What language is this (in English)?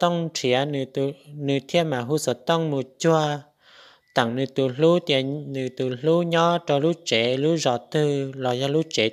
Hmong